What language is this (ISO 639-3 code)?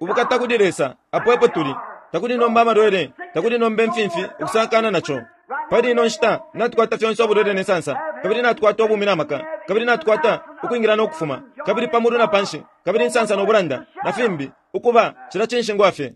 bem